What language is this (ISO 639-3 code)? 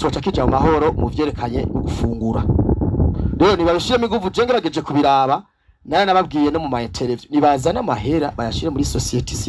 run